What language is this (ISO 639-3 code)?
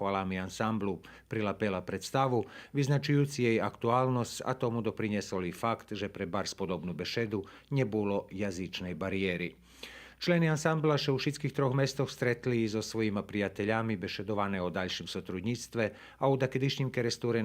rue